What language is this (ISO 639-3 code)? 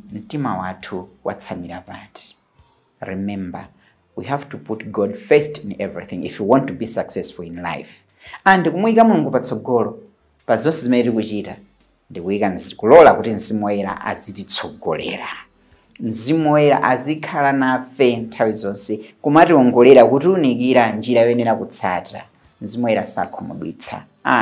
nya